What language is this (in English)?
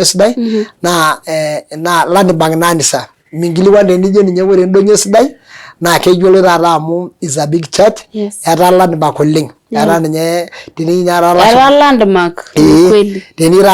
Masai